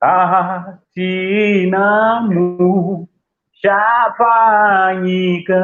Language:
Shona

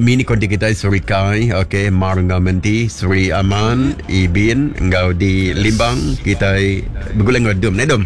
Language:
Iban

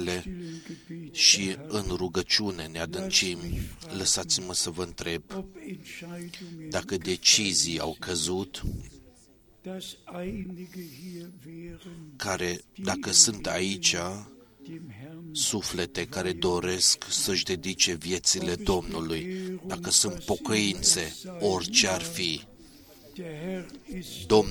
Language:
Romanian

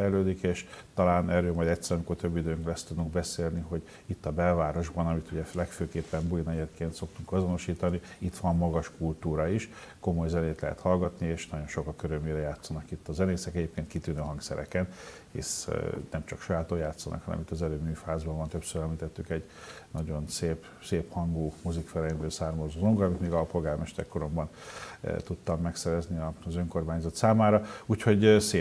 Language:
Hungarian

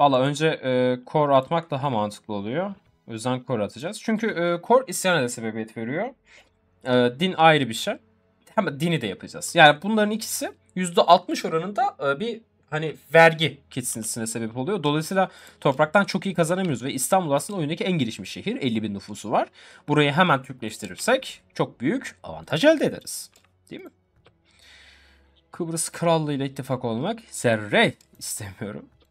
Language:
Turkish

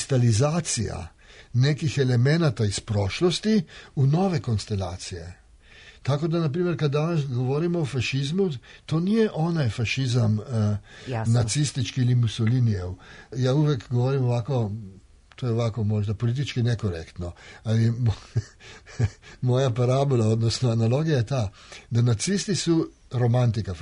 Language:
Serbian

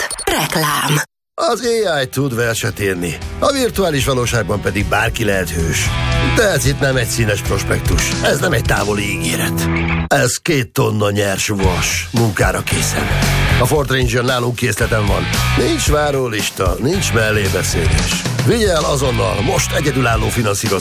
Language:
Hungarian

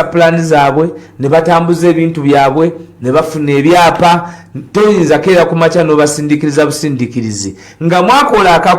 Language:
Ganda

